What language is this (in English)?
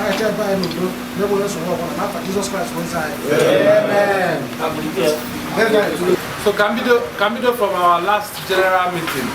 Igbo